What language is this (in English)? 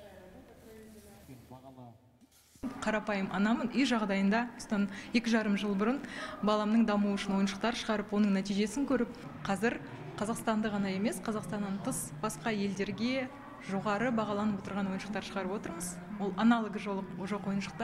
Kazakh